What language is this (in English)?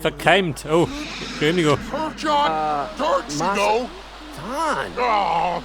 Bavarian